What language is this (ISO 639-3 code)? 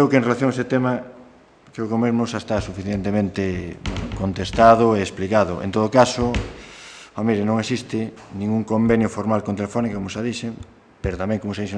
glg